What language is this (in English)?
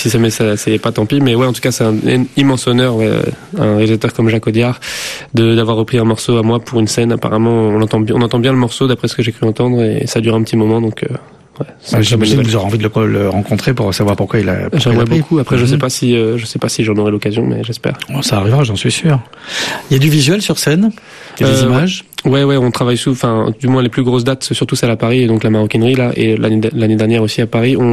French